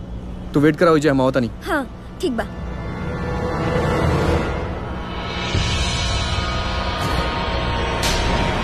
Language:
Bhojpuri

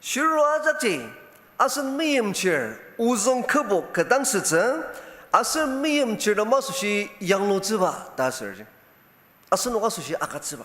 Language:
Ao Naga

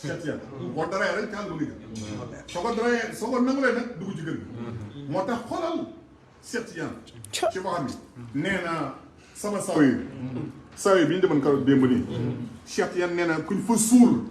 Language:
Wolof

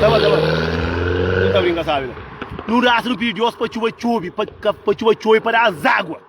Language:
Kabuverdianu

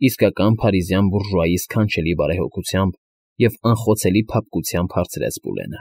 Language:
Armenian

